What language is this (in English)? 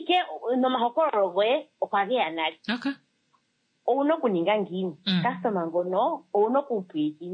Kuanyama